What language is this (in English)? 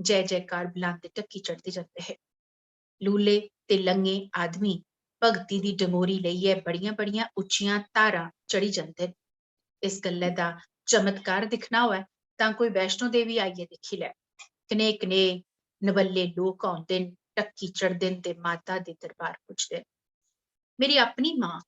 Dogri